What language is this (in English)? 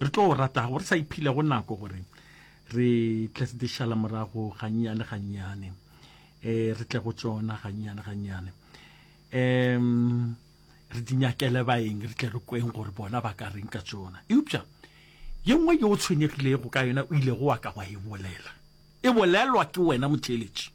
Northern Sotho